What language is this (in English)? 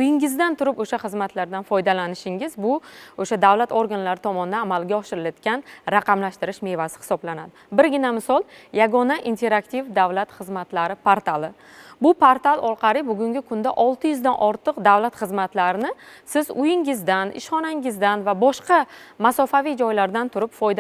Uzbek